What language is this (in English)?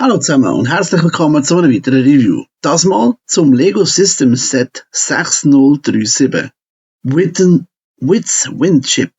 Swiss German